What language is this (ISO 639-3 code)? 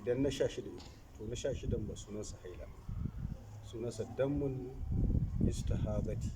hau